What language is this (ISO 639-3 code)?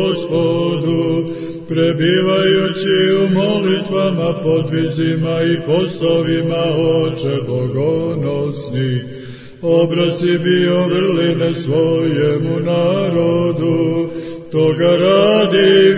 srp